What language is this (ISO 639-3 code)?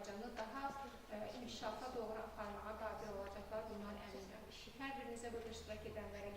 aze